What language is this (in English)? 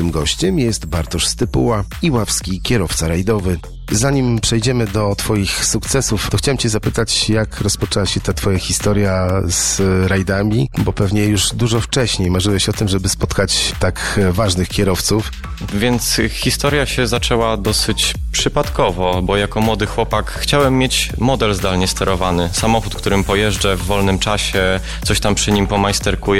Polish